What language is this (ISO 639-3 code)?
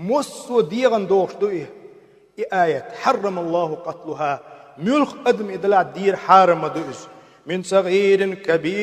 che